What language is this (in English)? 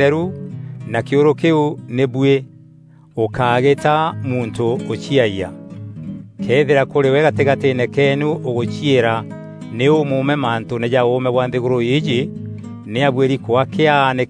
Meru